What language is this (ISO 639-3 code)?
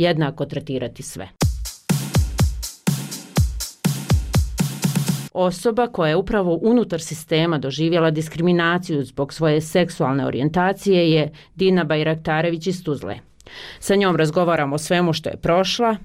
bos